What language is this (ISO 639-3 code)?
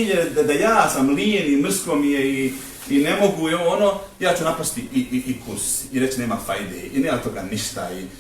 bos